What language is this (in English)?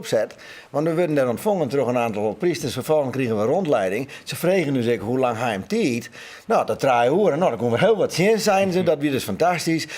Western Frisian